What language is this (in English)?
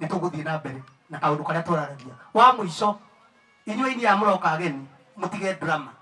Kikuyu